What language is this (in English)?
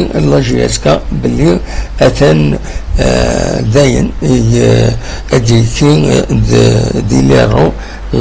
Kabyle